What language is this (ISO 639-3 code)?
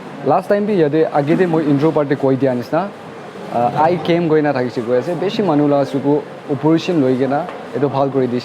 nag